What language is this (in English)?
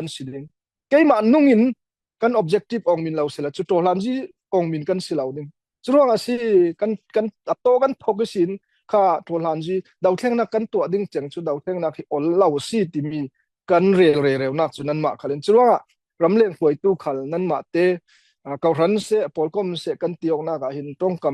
Falam Chin